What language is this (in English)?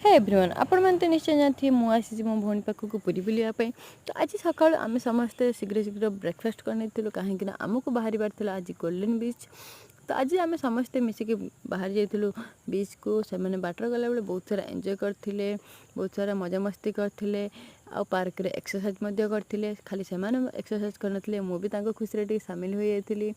Odia